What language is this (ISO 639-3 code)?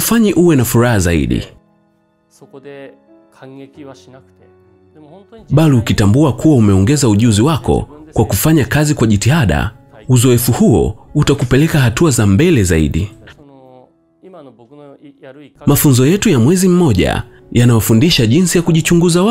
swa